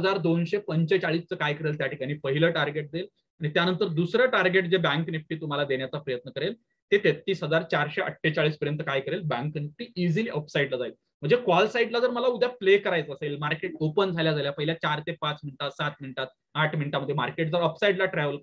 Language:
Marathi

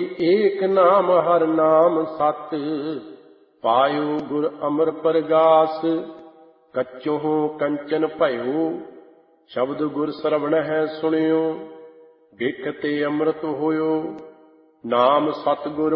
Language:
Punjabi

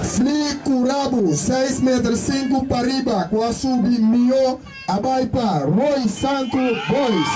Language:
Papiamento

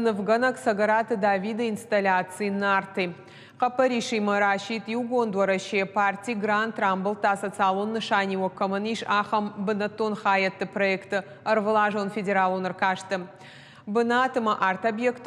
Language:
Ossetic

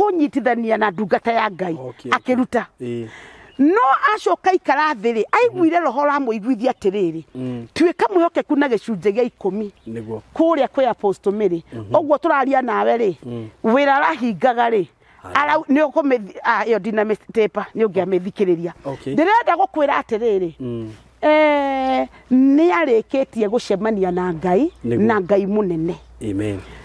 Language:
Kikuyu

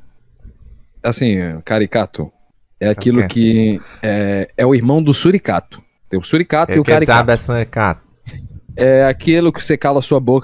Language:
Portuguese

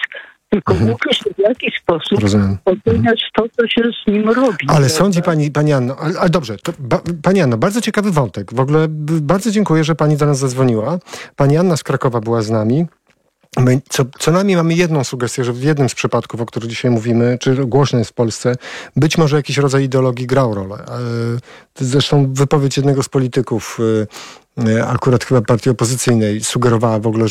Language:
Polish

